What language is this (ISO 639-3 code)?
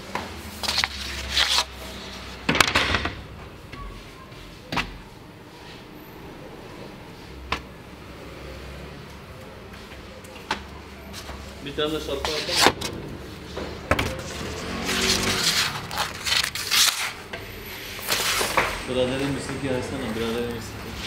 tur